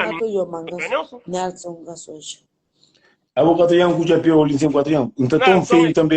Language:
Kabuverdianu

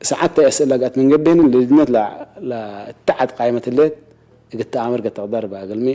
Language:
Tigre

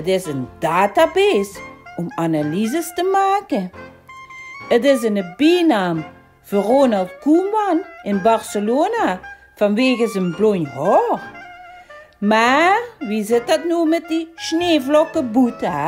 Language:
Limburgish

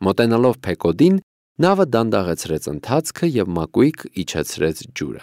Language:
Armenian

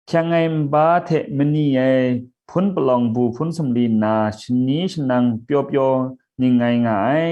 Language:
Kachin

